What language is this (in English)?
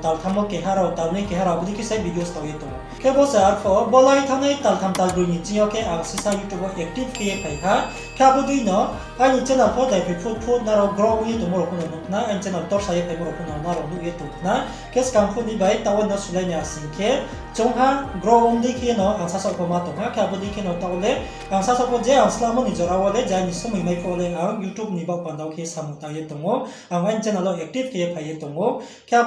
Riang (India)